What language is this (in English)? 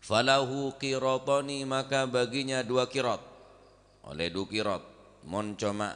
Madurese